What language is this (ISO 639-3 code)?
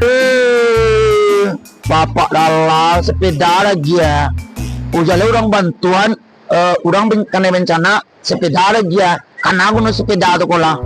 min